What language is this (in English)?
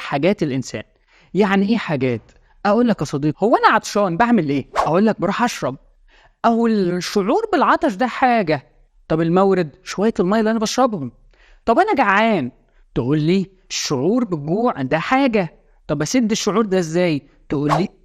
Egyptian Arabic